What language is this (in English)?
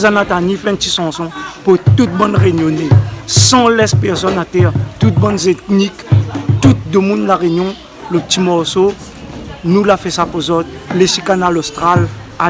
Réunion Creole French